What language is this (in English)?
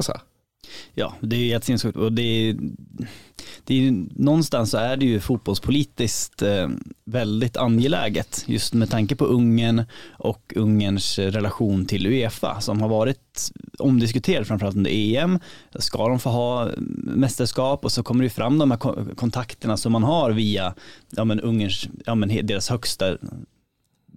Swedish